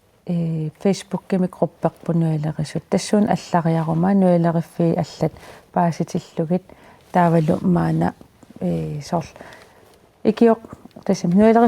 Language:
Kalaallisut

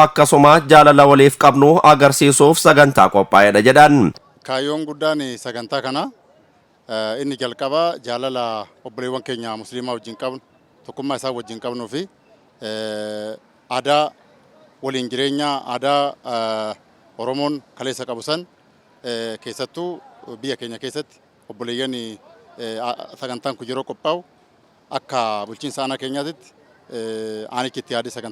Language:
Oromo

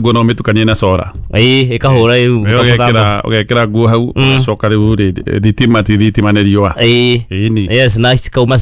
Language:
Kikuyu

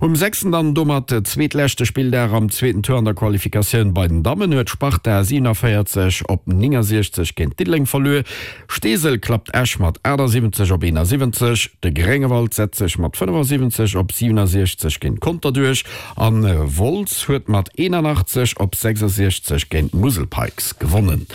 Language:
Luxembourgish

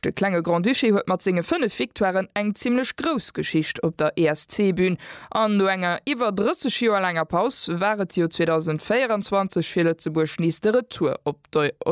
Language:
Luxembourgish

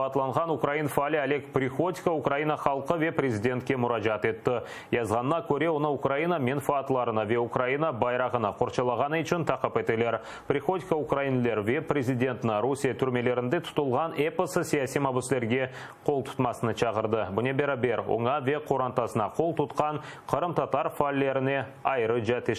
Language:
Crimean Tatar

